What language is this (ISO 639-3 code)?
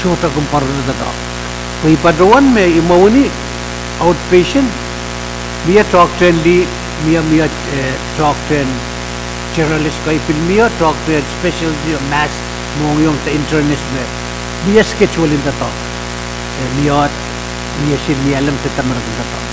pon